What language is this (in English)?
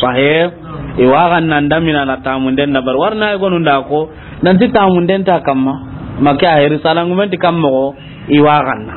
Soninke